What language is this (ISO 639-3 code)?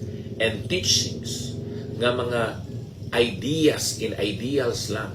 hil